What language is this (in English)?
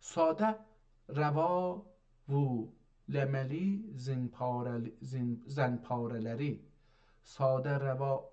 South Azerbaijani